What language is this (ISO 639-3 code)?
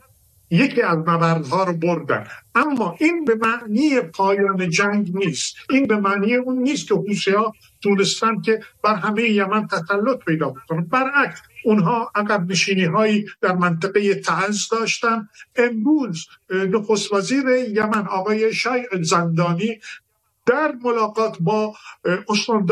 fas